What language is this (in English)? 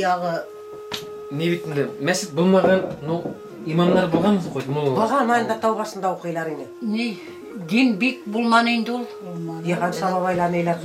Bashkir